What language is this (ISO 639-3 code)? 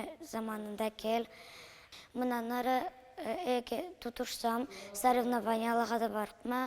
krc